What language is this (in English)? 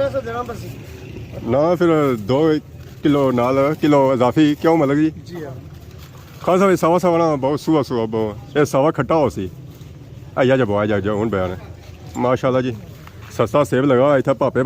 Pahari-Potwari